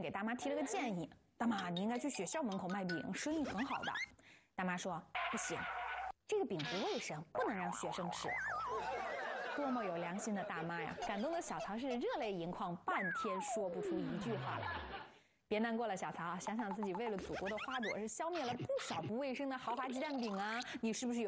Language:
Chinese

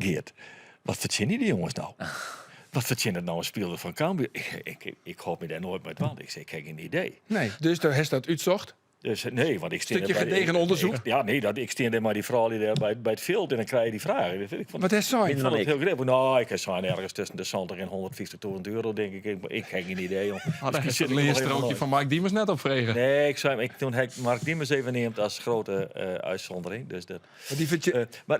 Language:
Western Frisian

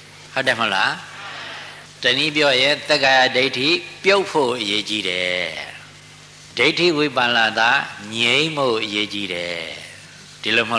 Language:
Burmese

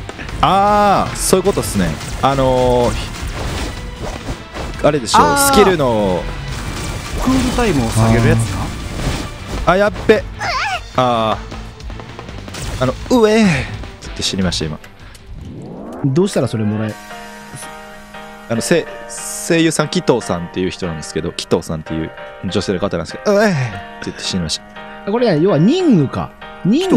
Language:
Japanese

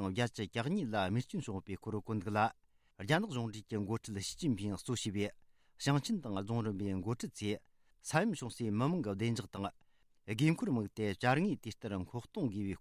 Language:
Tibetan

